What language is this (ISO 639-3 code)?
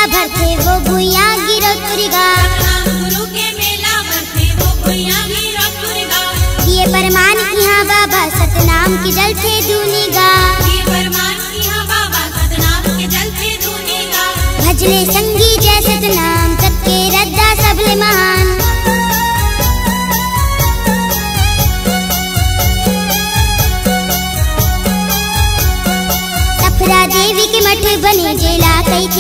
hne